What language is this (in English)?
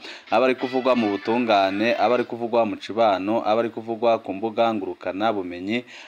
Rundi